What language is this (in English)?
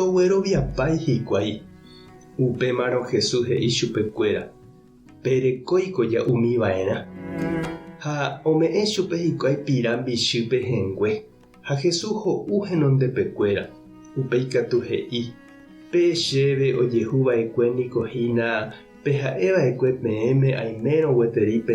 Guarani